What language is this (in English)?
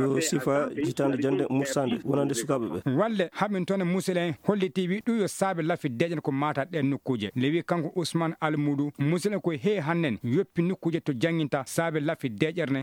Fula